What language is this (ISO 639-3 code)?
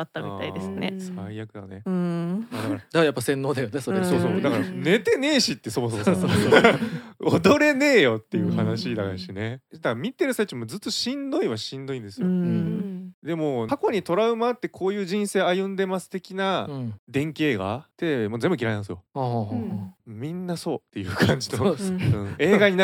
jpn